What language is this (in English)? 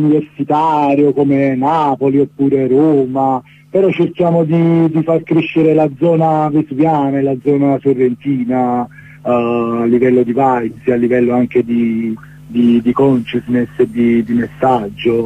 Italian